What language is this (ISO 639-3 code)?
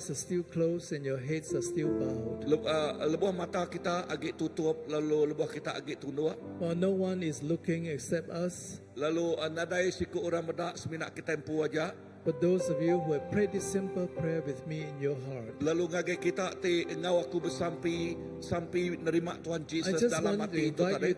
iba